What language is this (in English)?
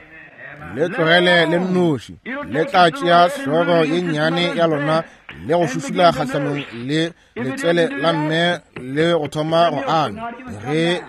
Northern Sotho